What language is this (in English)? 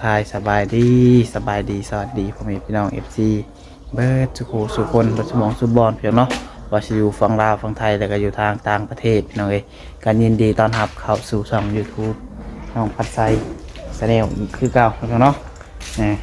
Lao